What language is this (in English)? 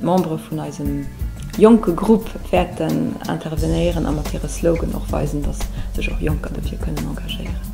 Luxembourgish